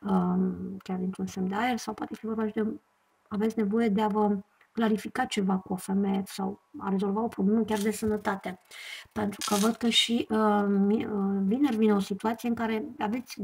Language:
Romanian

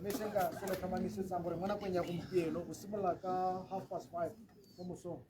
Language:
Tswana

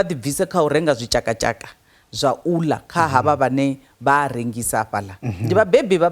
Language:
Venda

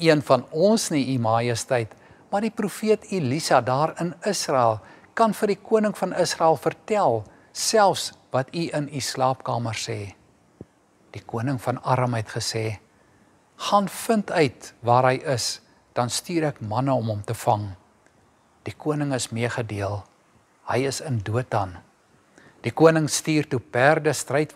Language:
Afrikaans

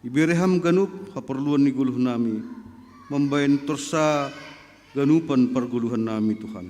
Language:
Batak Simalungun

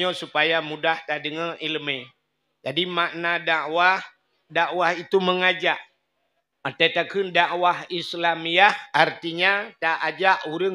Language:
Achinese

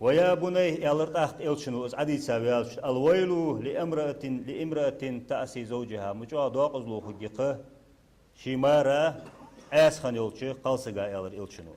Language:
Ingush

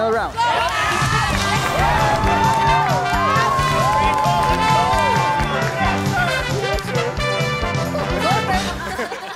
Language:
Filipino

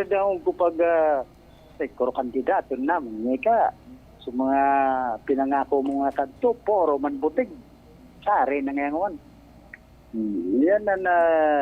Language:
Bikol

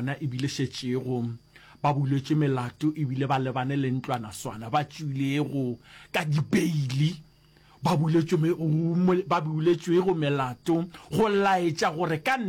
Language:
Northern Sotho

